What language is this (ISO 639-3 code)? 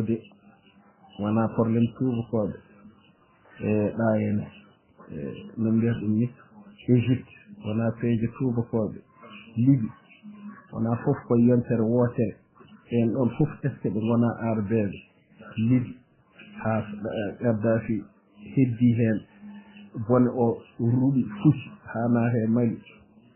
ful